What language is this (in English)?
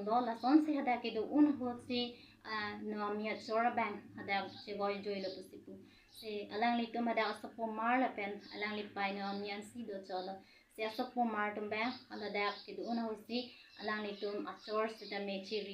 Karbi